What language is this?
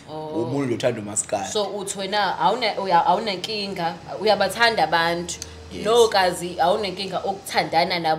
Zulu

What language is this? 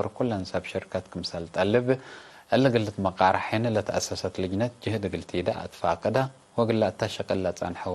Tigre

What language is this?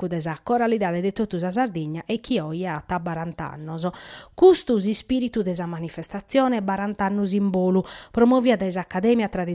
Sardinian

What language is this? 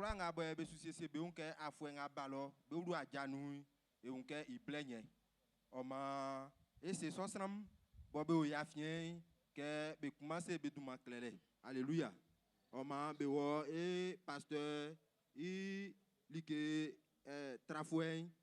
Baoulé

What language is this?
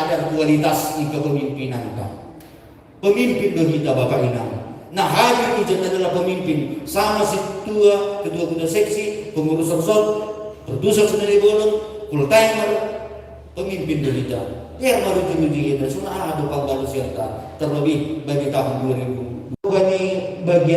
Batak Simalungun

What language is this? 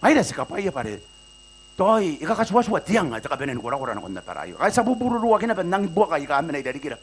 Gilbertese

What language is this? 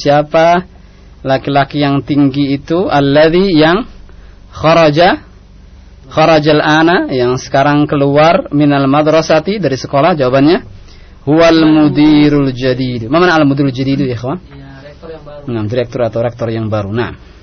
Indonesian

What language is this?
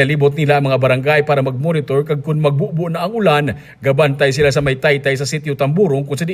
Hiligaynon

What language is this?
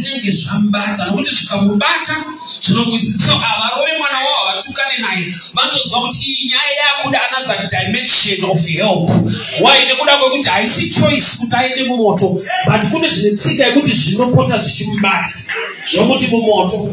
Shona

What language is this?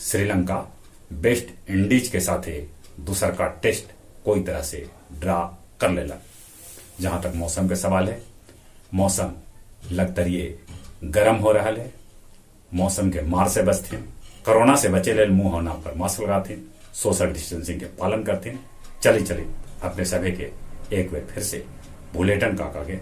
Magahi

